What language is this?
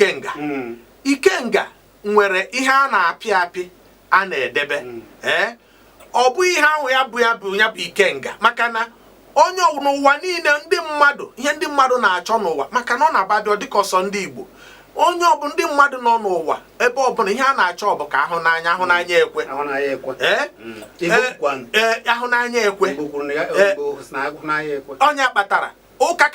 Igbo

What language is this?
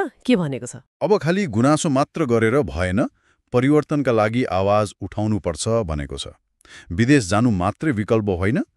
Nepali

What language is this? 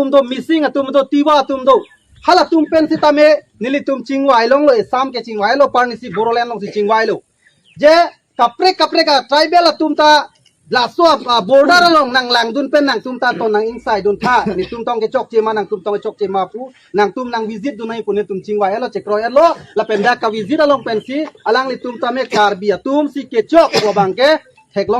Karbi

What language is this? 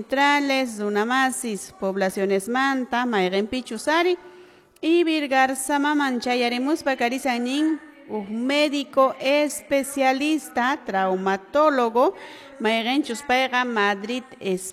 Quechua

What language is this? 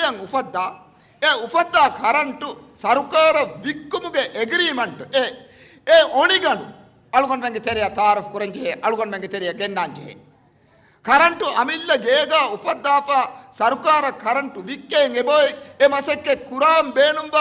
Divehi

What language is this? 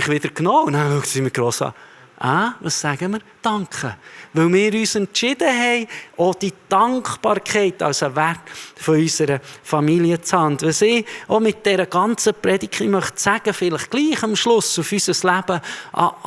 Swiss German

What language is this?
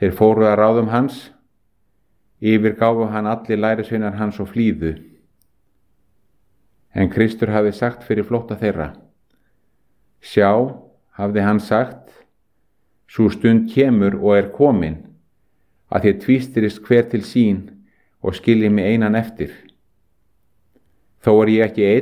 Icelandic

